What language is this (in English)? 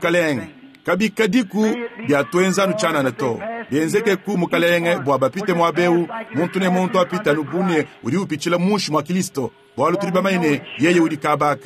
Luba-Lulua